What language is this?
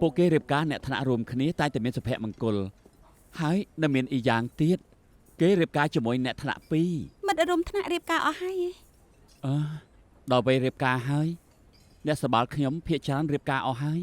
Khmer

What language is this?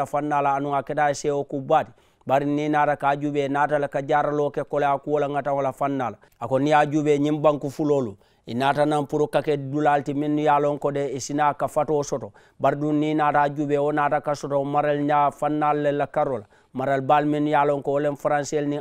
Mandingo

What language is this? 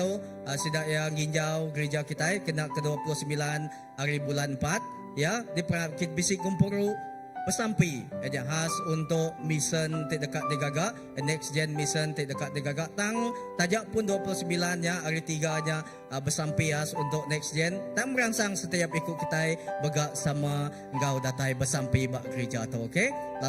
Iban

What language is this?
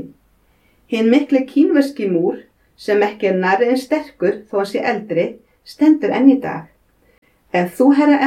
Icelandic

